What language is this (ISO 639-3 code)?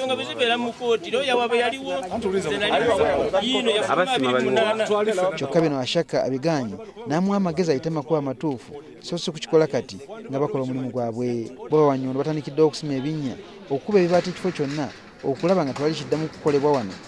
lug